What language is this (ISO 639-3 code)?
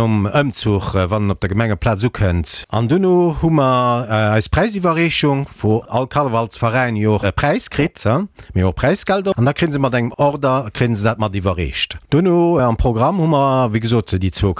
ltz